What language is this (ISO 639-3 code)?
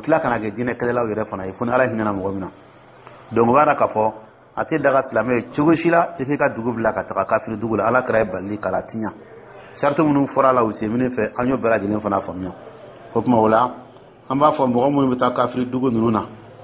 dyu